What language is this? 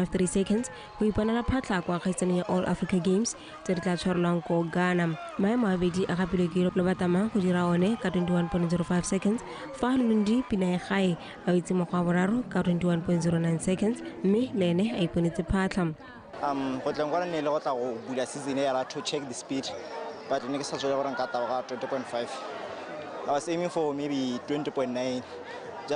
Tswana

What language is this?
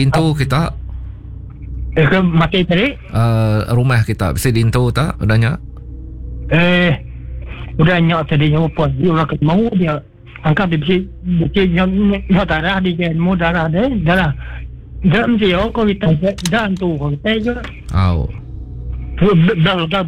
Iban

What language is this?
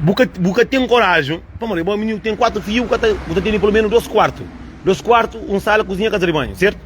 Kabuverdianu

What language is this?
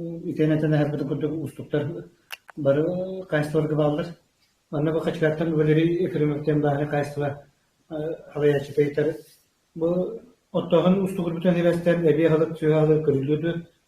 Yakut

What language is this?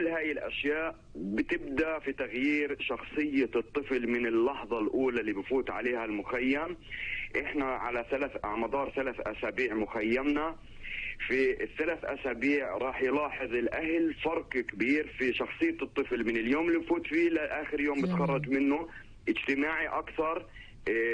North Levantine Arabic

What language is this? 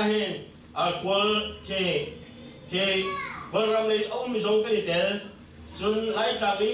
Hakha Chin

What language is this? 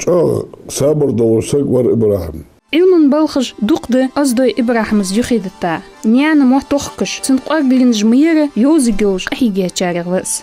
Ingush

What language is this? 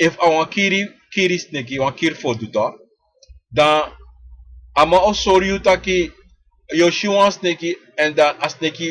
Sranan Tongo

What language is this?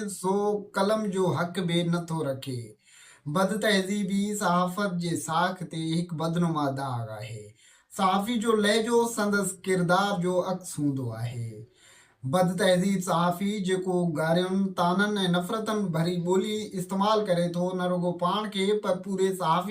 Sindhi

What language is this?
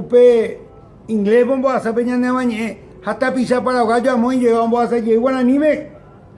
Guarani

